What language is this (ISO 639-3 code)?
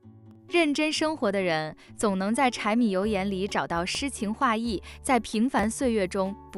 zho